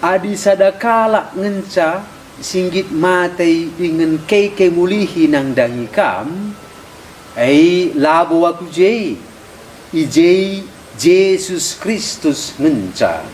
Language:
Batak Karo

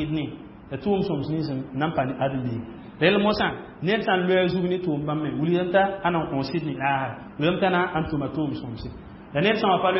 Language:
Mossi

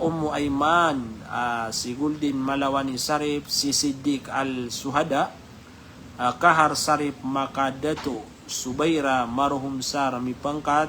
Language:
Maranao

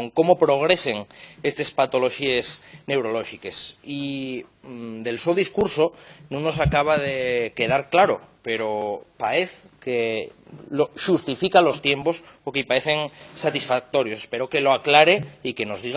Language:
Asturian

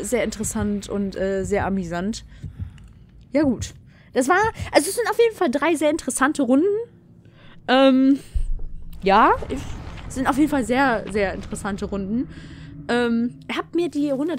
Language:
German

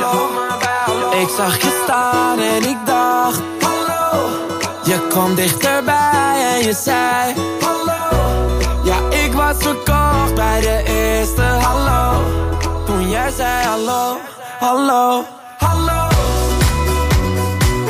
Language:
Dutch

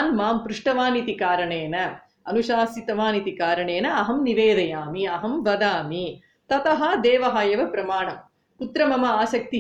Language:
Sanskrit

